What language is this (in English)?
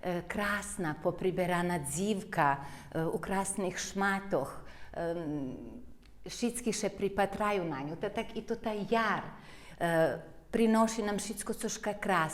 Rusyn